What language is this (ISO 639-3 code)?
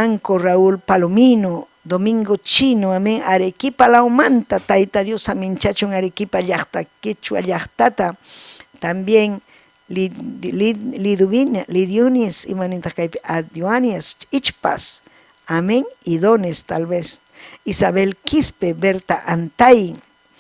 quy